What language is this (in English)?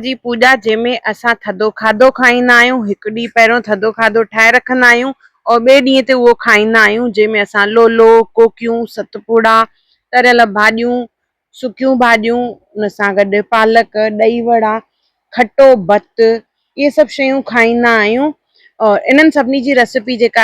Sindhi